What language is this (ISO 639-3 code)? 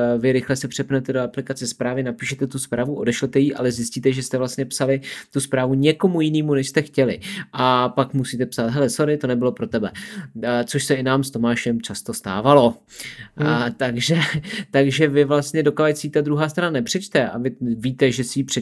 ces